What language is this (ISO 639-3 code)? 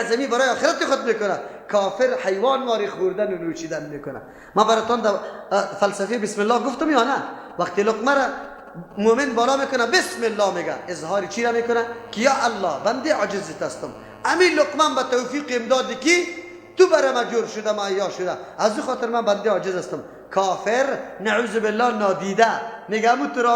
fas